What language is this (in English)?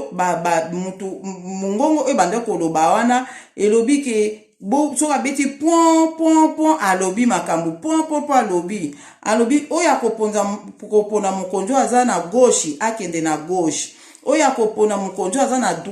Lingala